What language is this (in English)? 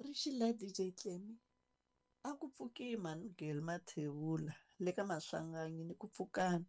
Tsonga